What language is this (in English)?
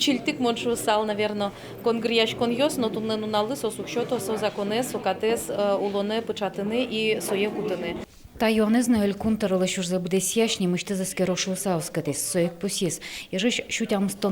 Udmurt